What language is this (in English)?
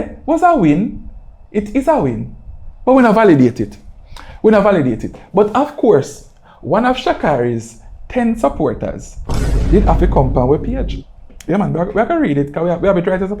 Jamaican Creole English